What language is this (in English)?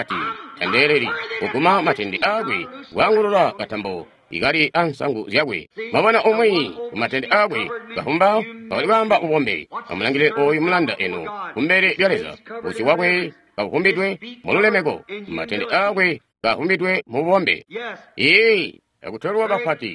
Tonga (Zambia)